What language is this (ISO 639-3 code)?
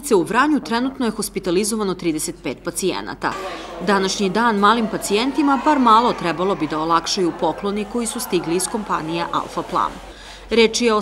srp